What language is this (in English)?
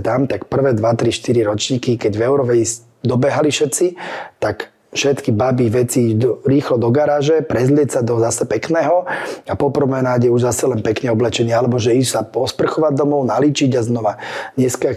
Slovak